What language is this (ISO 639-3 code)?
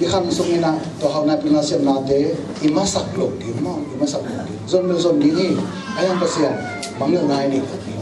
ctd